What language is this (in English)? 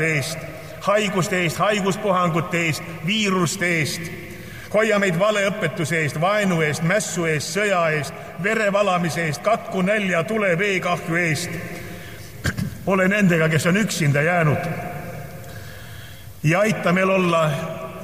Estonian